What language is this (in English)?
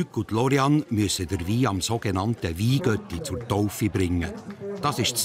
Swiss German